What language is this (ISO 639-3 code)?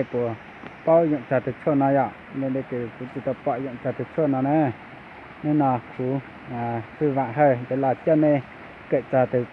hmn